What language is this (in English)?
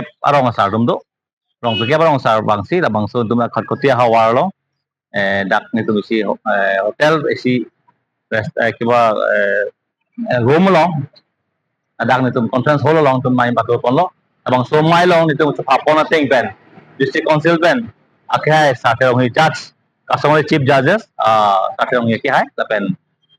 Karbi